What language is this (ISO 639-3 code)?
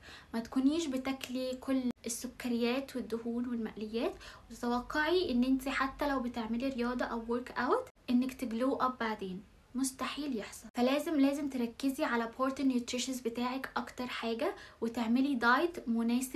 arz